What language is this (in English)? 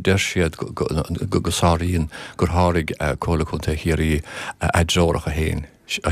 Irish